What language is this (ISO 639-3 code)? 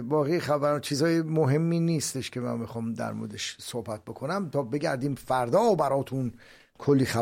fas